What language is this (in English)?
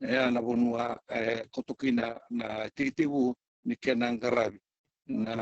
Fijian